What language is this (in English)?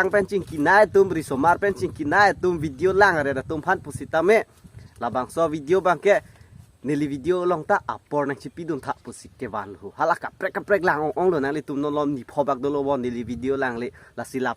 Karbi